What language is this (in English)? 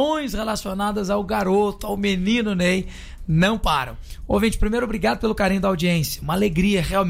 Portuguese